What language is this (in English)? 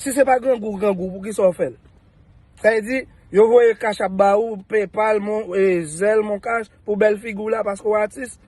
Haitian Creole